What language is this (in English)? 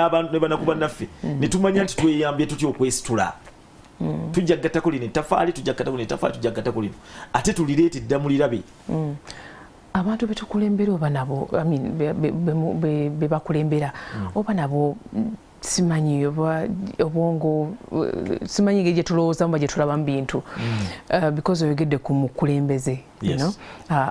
Ganda